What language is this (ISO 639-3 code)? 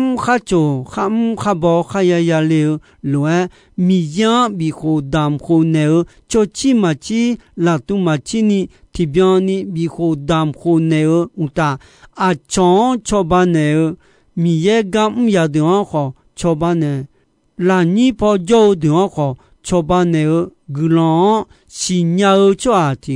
ahk